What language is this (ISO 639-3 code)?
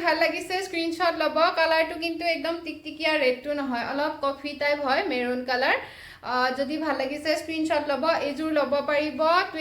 asm